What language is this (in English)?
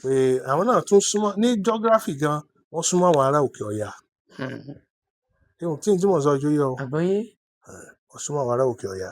Yoruba